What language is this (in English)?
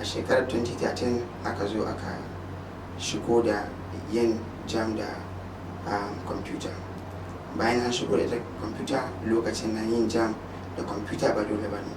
Hausa